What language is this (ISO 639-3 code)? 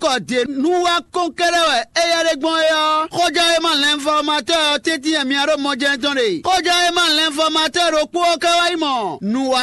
fon